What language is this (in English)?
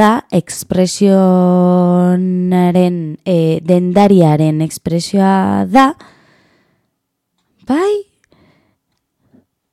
Basque